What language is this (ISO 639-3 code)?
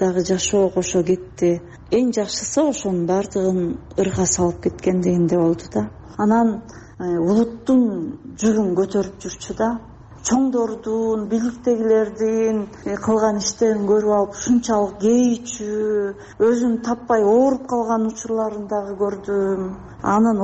kir